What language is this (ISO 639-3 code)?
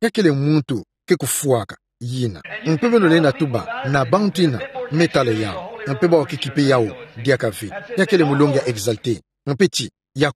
ktu